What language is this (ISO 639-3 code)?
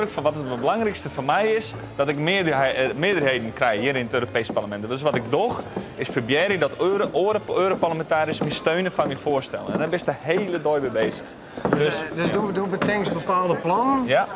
fry